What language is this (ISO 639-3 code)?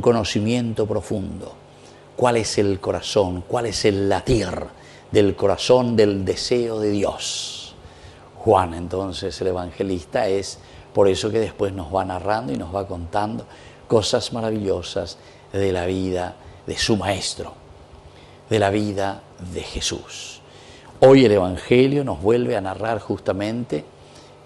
spa